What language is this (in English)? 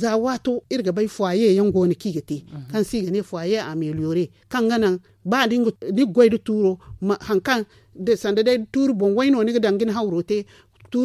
Zarma